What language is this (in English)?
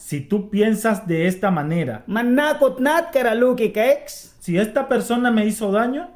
Mískito